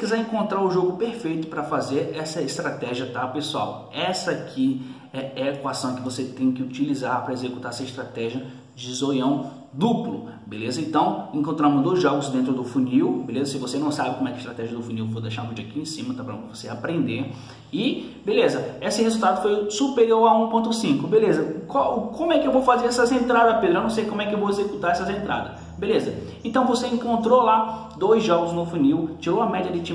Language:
Portuguese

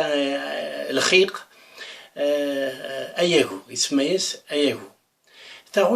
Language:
Kabyle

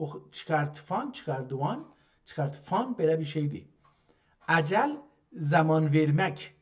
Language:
South Azerbaijani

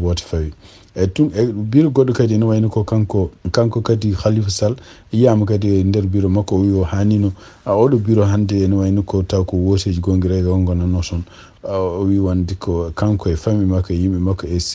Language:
Fula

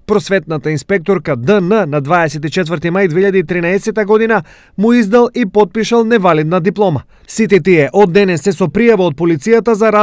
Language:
Macedonian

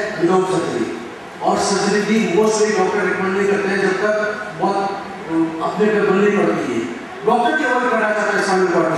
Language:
Hindi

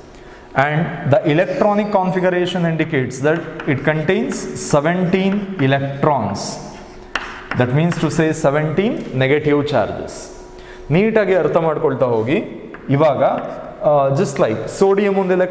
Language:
Kannada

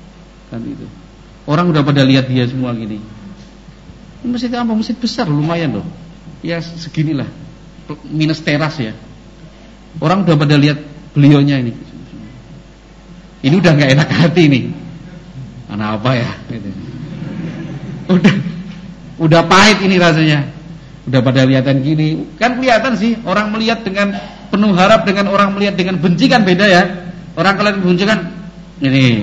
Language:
Indonesian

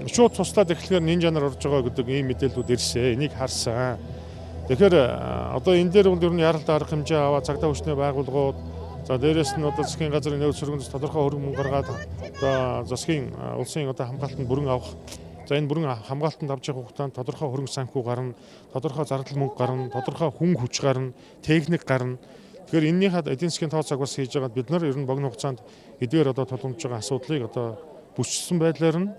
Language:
Mongolian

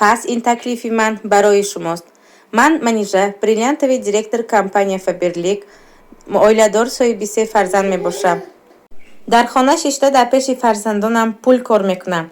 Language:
Tajik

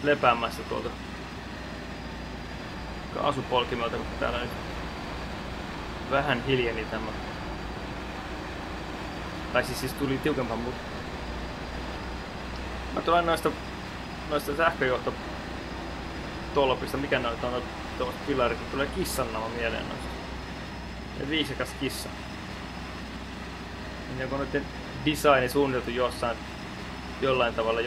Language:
Finnish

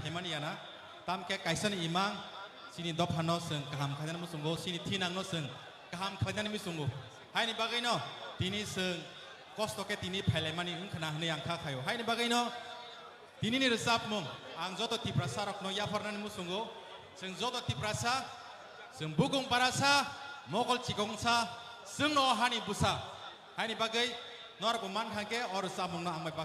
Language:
Kok Borok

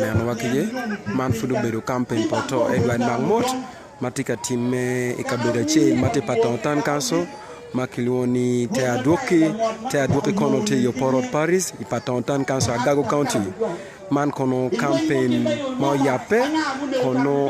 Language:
Acoli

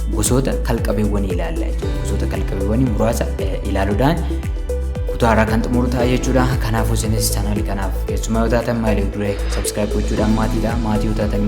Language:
Oromo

